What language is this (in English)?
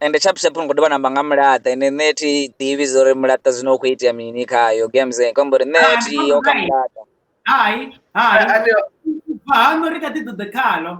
Venda